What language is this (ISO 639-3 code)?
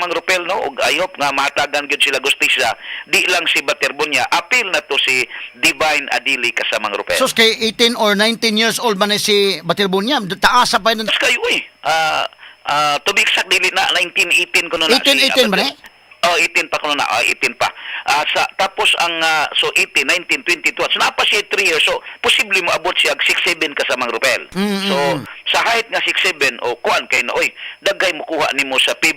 ceb